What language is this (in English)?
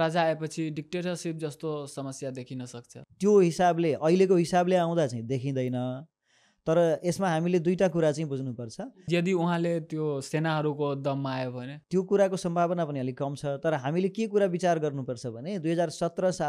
Nepali